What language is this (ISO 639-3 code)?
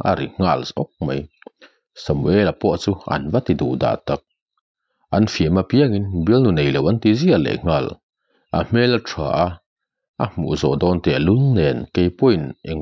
lus